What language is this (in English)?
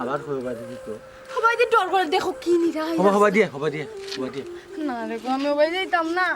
Sylheti